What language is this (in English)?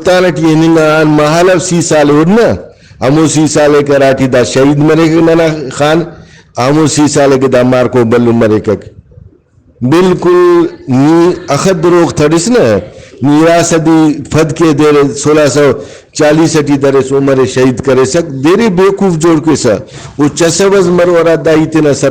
Brahui